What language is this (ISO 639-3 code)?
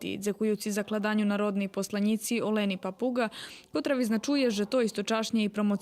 rue